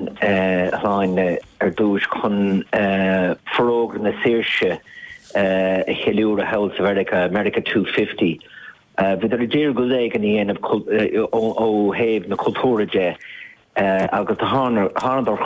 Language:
Irish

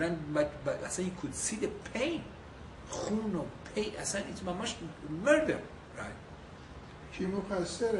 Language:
Persian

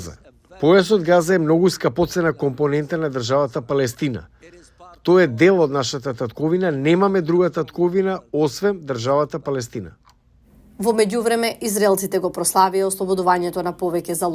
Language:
Macedonian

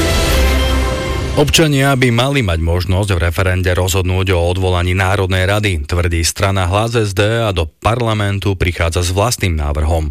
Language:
Slovak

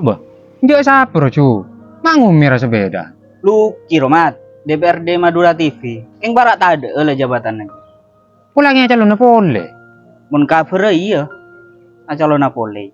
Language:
Madurese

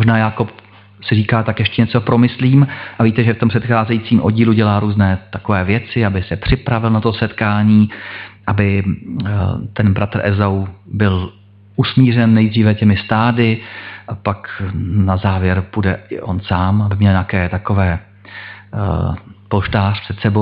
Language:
Czech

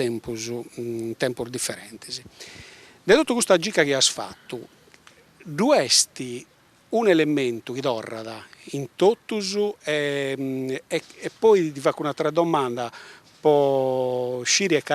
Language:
Sardinian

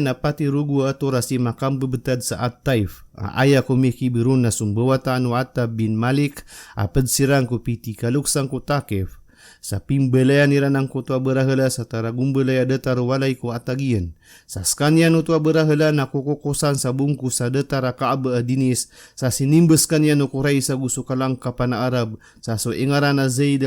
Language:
Maranao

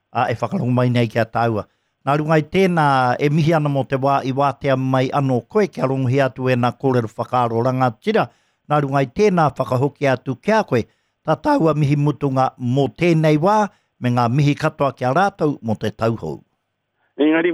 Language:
Māori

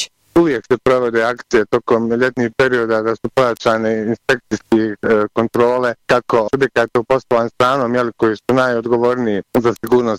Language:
Bosnian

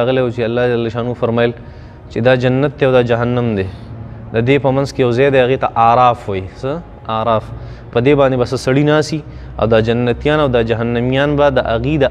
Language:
Pashto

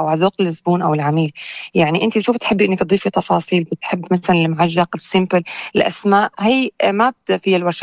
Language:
North Levantine Arabic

